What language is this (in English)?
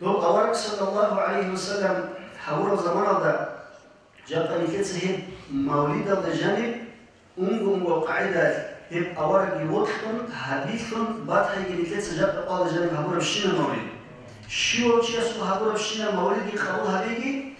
Avaric